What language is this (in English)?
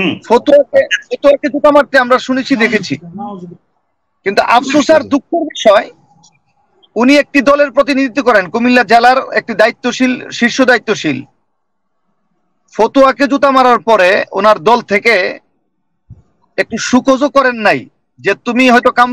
Bangla